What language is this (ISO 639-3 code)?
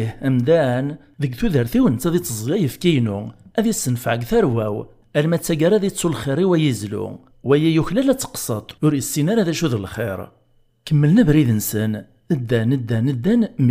kab